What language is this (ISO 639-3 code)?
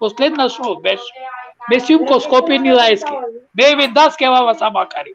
rmn